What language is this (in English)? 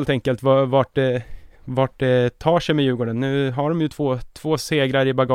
Swedish